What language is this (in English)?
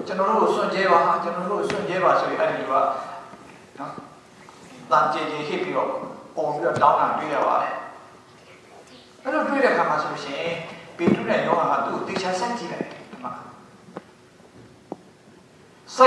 Burmese